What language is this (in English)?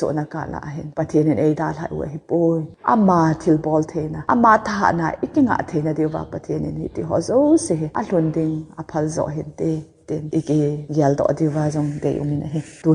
Thado Chin